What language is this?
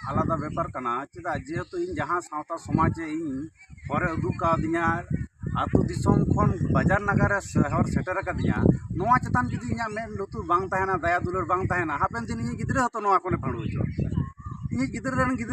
Santali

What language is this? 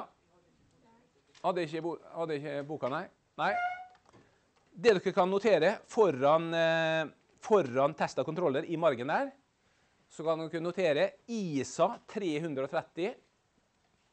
Norwegian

